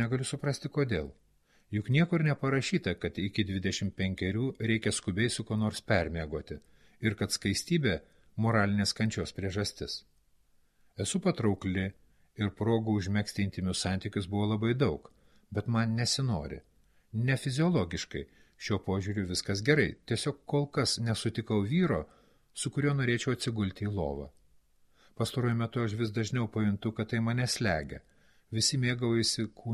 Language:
Lithuanian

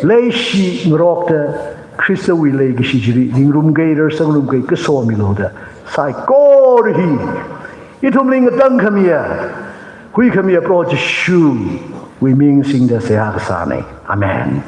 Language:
Tangkhul Naga (India)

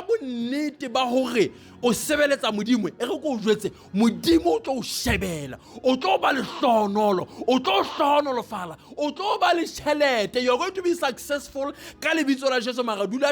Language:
Southern Sotho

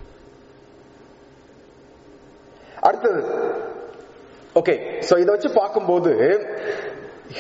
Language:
Tamil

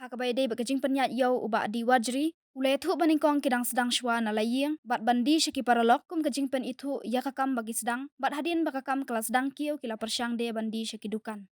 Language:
Khasi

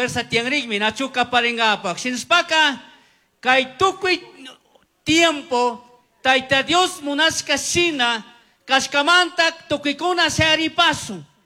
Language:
Chimborazo Highland Quichua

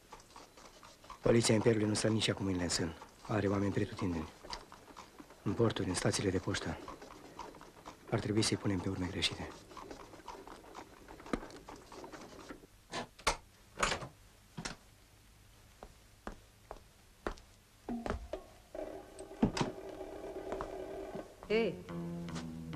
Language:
Romanian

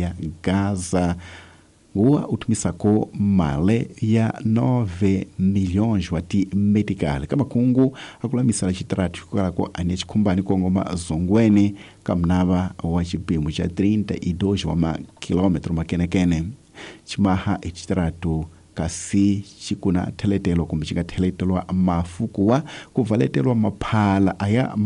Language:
Tsonga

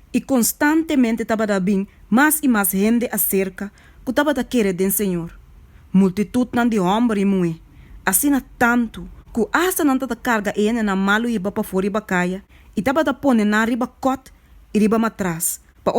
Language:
Papiamento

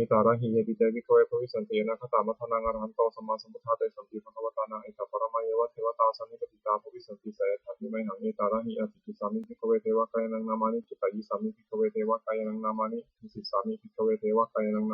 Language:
Pali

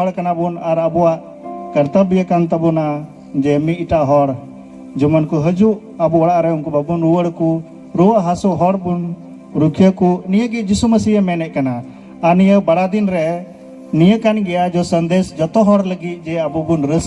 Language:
Santali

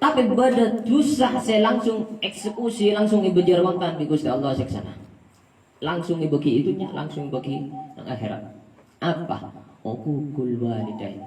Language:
Madurese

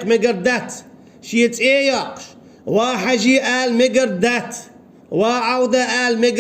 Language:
Chechen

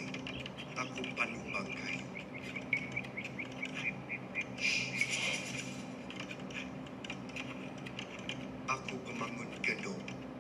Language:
Malay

